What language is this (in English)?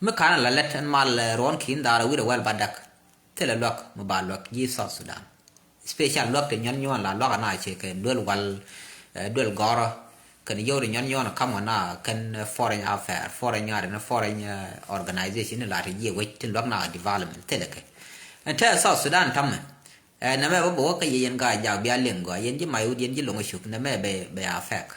Nuer